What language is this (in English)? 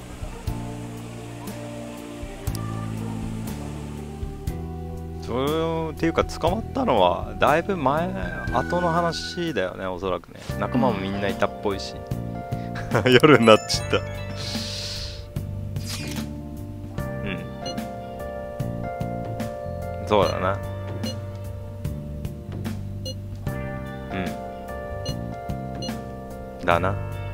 Japanese